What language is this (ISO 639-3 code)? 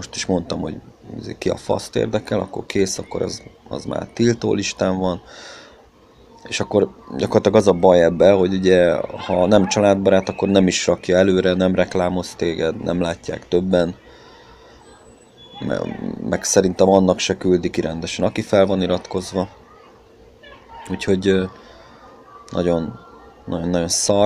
hun